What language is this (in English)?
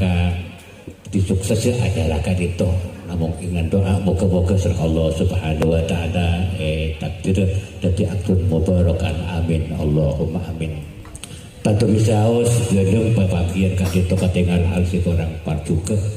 Madurese